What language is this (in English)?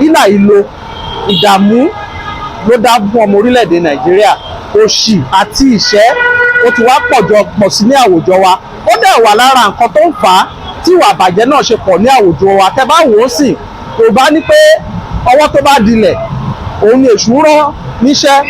Yoruba